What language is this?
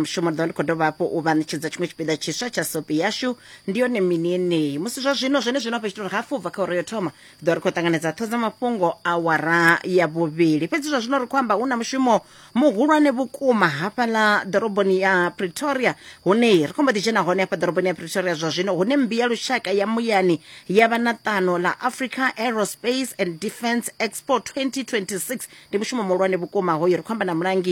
Venda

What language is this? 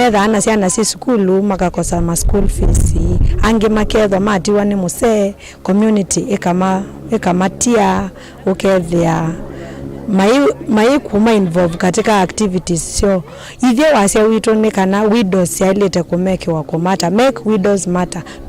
Kamba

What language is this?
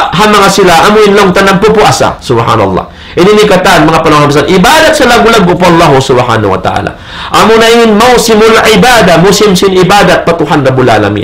Tausug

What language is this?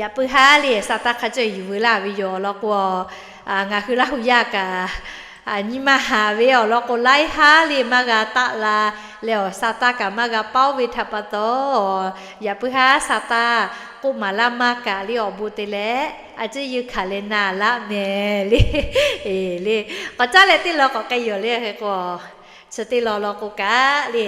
Lahu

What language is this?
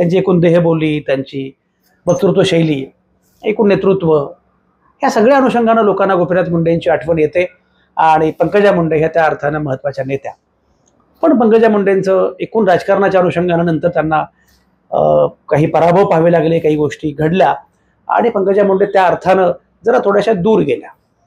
Marathi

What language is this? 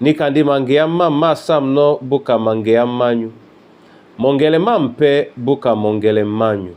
Duala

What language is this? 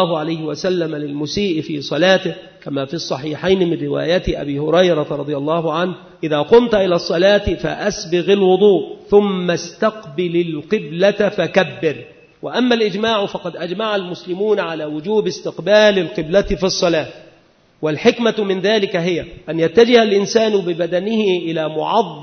Arabic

